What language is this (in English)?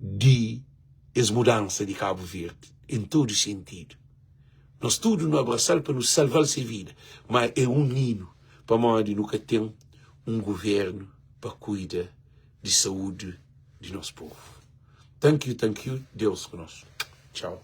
Kabuverdianu